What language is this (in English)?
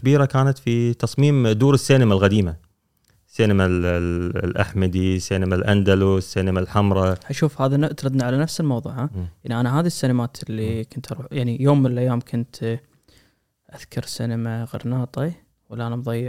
Gulf Arabic